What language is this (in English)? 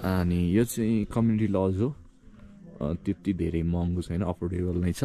Nepali